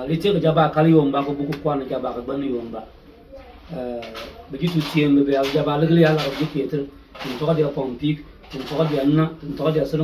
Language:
Bimoba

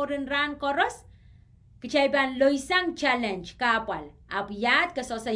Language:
Pohnpeian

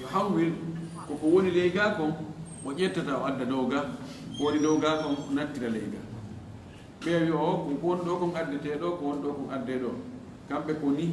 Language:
Fula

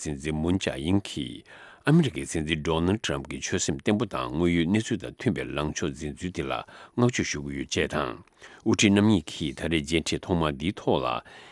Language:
Tibetan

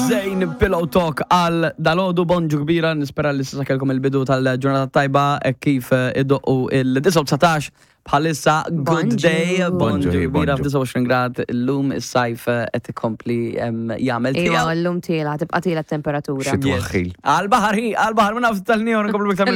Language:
Maltese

